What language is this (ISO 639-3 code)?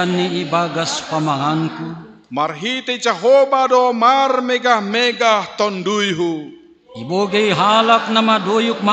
bts